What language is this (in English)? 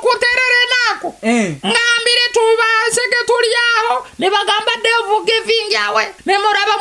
Nyoro